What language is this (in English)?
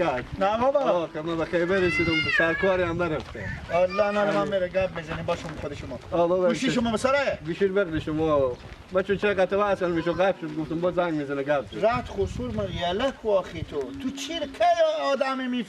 Persian